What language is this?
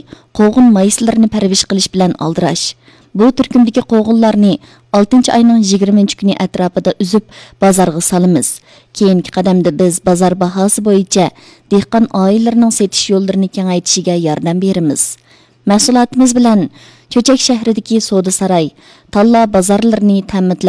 Uyghur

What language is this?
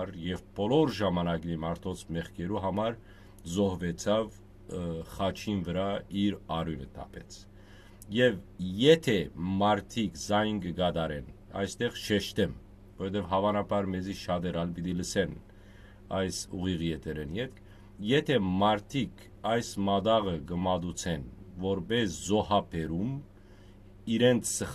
Western Armenian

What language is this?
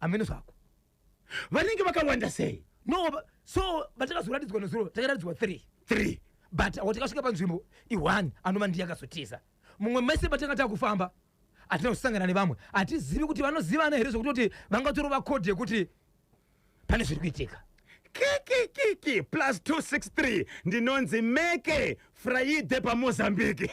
Shona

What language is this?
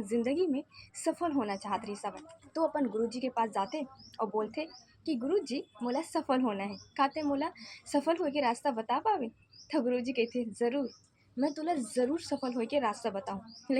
Chhattisgarhi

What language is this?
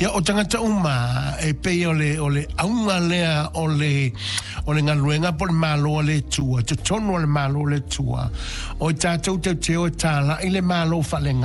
Samoan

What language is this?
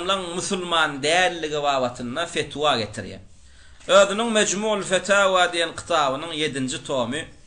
Turkmen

